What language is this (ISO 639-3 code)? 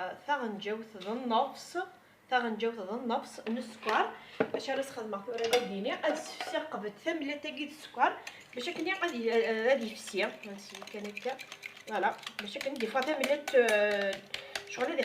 kab